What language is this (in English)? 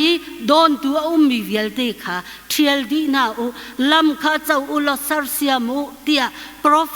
Hakha Chin